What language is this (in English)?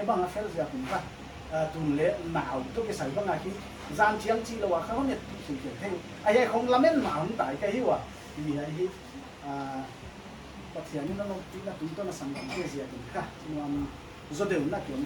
Paite Chin